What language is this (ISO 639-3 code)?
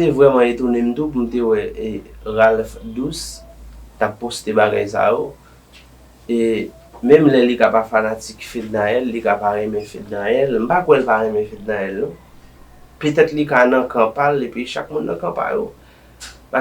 hat